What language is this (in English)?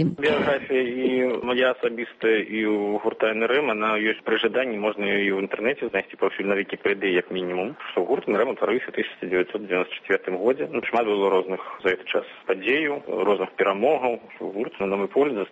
Belarusian